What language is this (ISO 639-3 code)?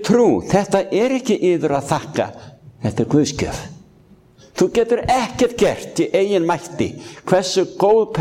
isl